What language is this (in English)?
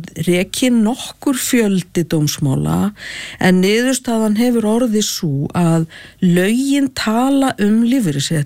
Icelandic